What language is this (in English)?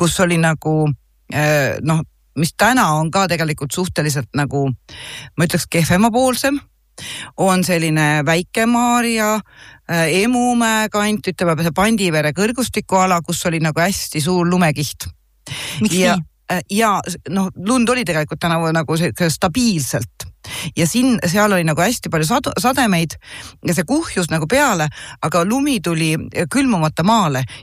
Estonian